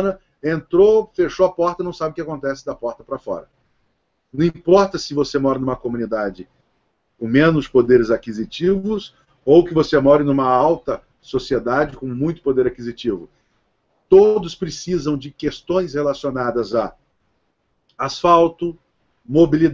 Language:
Portuguese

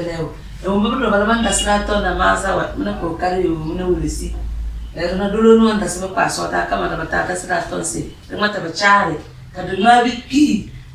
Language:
Tem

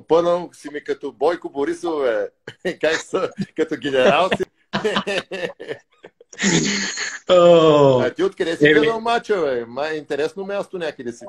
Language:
Bulgarian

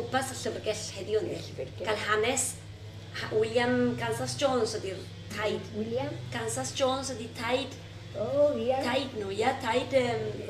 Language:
Welsh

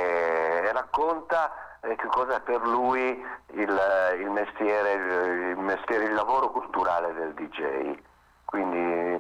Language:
Italian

